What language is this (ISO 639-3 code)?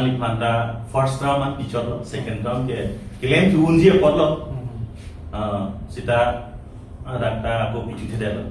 mjw